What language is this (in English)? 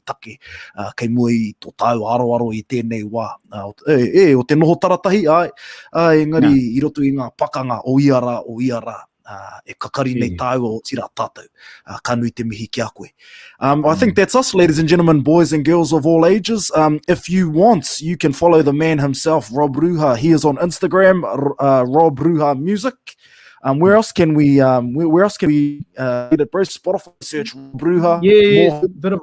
Māori